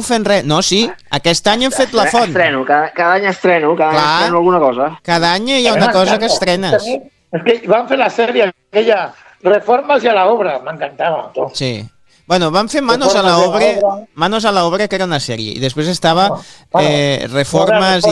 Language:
Catalan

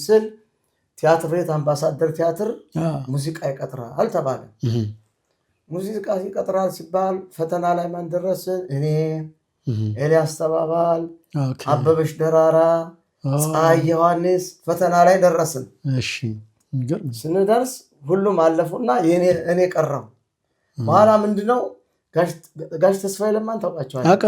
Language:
Amharic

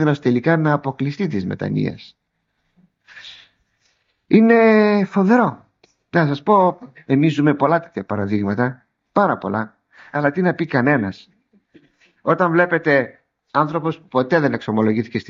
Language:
Greek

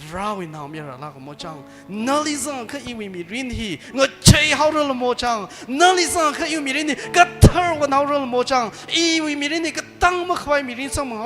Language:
Tangkhul Naga (India)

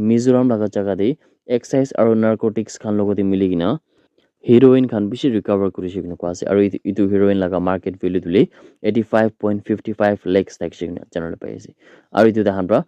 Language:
Naga Pidgin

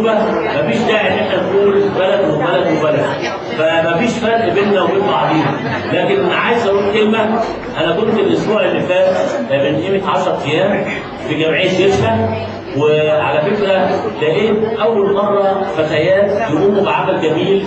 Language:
Egyptian Arabic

